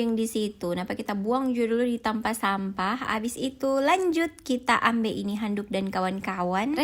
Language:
Manado Malay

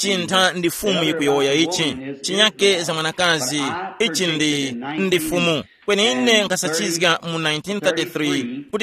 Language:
Tumbuka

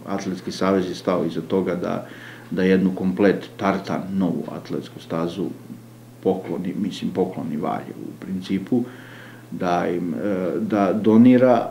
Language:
Serbian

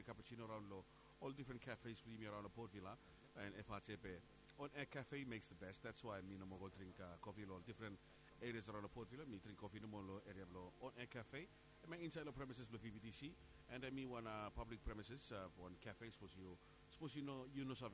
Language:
Bislama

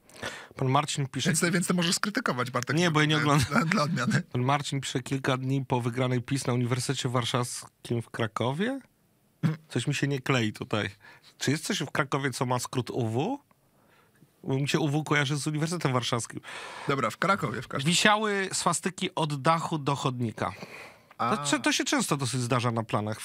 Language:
Polish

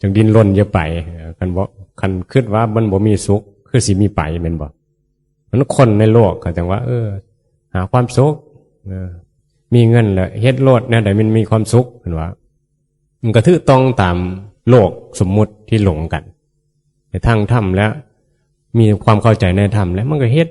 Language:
Northeastern Thai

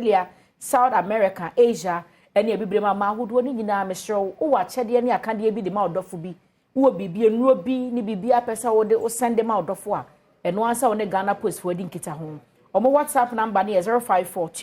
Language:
Akan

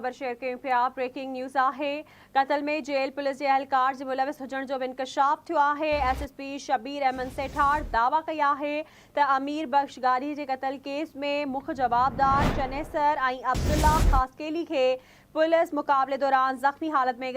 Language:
Sindhi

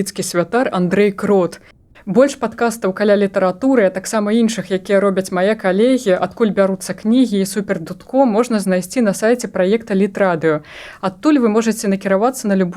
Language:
Belarusian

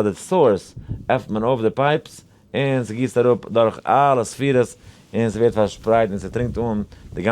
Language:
Yiddish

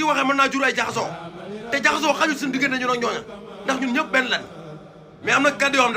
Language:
Wolof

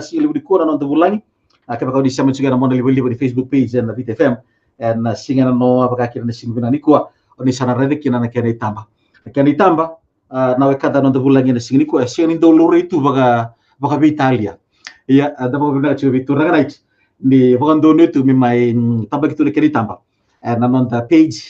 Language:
Fijian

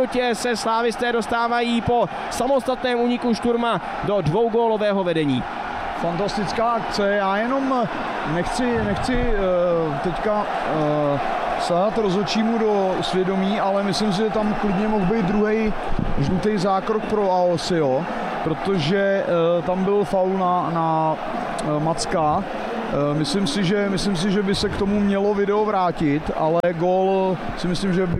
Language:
Czech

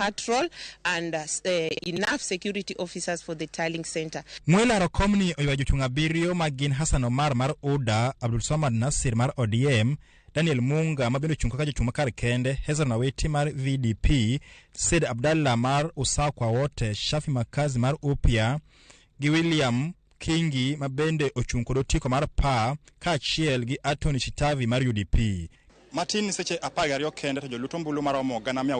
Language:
Luo (Kenya and Tanzania)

